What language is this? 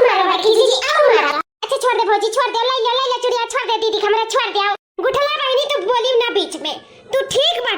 Awadhi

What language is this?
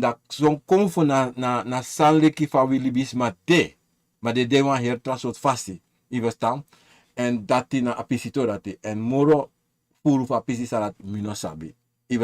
Sranan Tongo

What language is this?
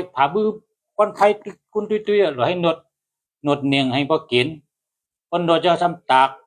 Shan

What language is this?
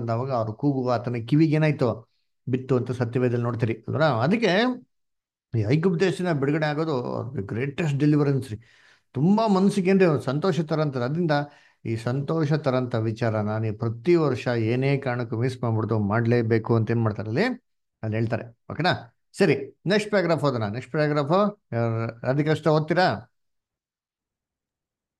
Kannada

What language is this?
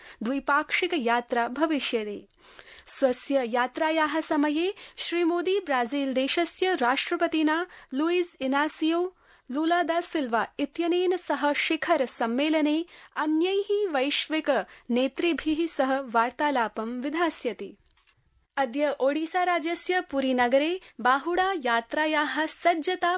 Sanskrit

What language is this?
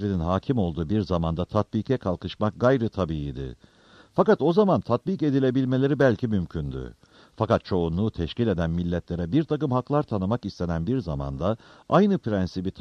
Turkish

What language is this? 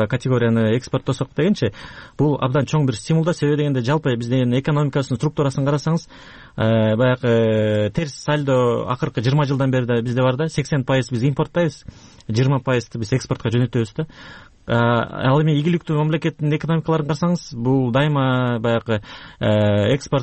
Kyrgyz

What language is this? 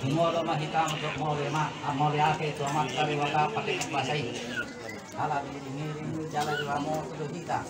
Batak Toba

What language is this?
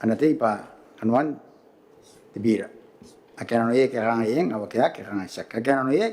Gilbertese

